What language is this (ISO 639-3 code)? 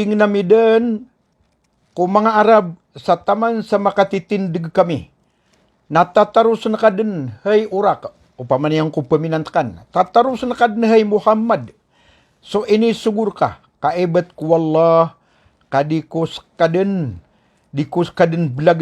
mrw